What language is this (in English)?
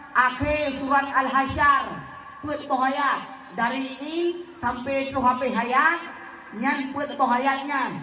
Achinese